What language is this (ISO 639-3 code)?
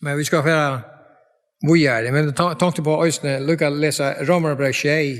fao